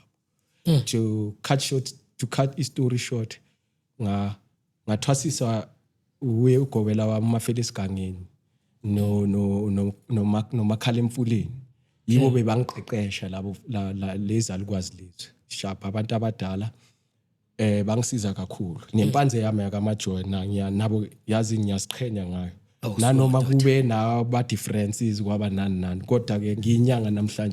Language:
Zulu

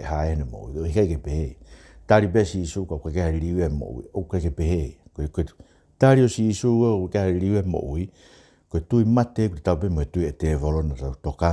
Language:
Tongan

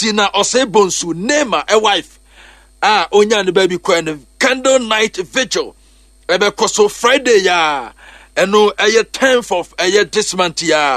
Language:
Akan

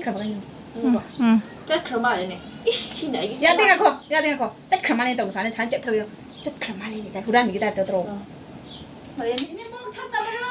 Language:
Manipuri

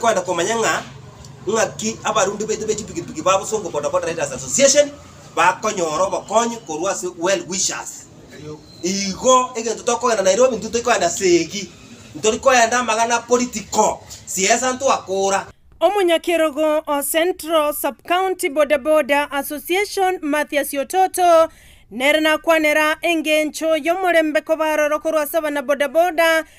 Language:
Gusii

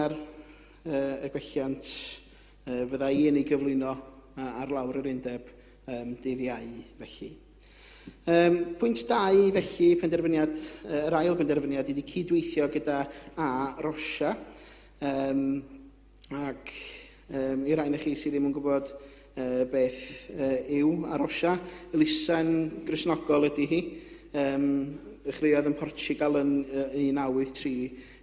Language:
Welsh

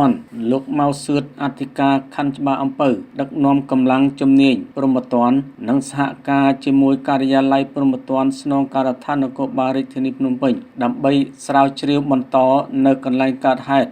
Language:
Khmer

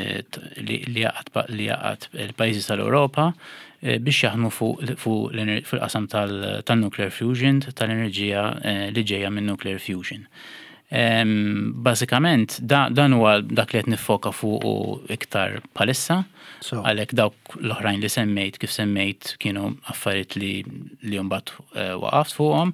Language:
Maltese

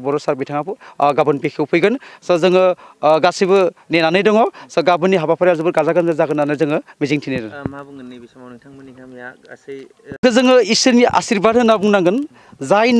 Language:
Bodo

